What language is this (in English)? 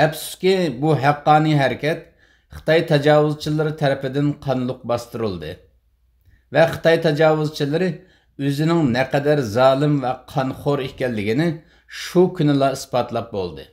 Uyghur